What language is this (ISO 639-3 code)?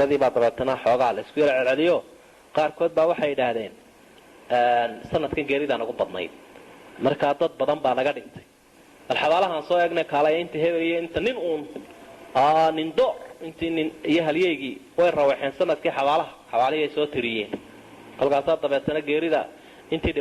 som